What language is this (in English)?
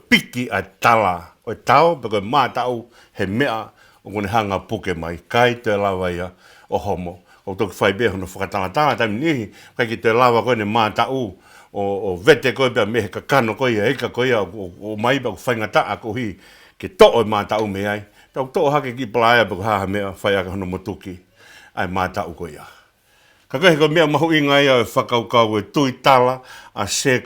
Tongan